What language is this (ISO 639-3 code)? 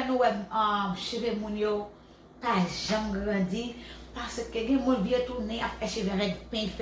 hat